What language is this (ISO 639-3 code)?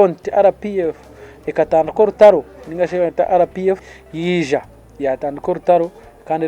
nyn